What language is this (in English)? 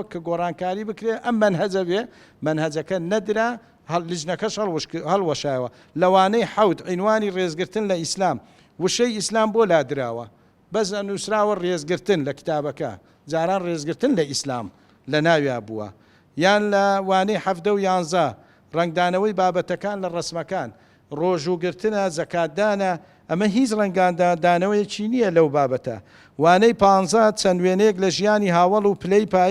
Central Kurdish